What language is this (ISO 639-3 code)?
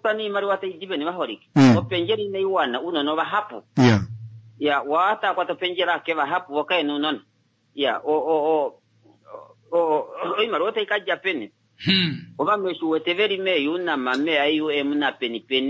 kua